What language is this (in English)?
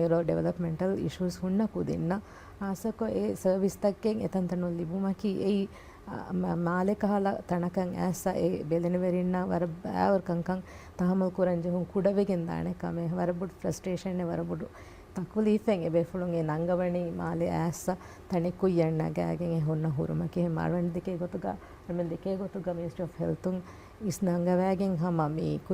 Divehi